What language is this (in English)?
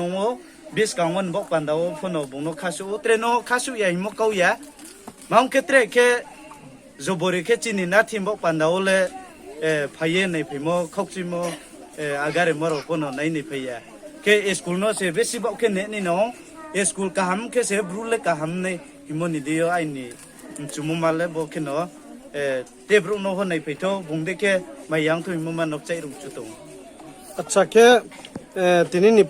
Riang (India)